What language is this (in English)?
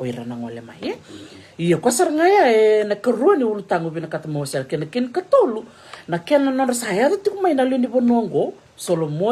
Fijian